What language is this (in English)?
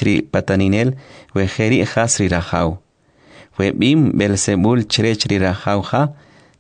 Kʼicheʼ